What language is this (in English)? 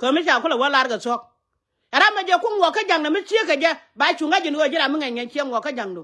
Nuer